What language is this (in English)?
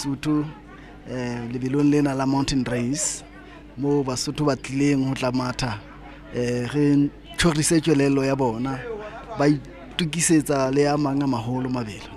Southern Sotho